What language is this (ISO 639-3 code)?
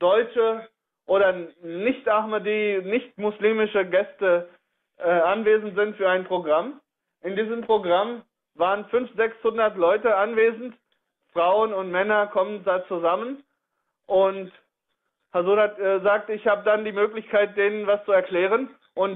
deu